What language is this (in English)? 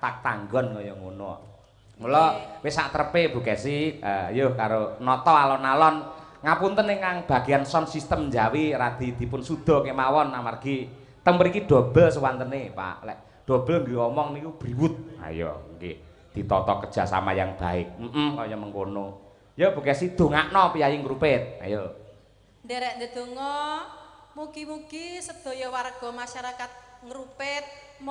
Javanese